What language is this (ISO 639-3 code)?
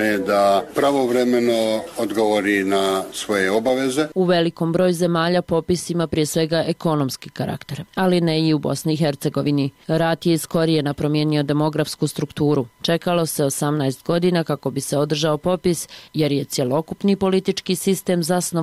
bos